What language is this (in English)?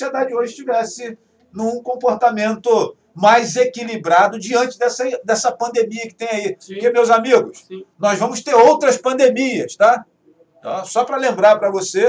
Portuguese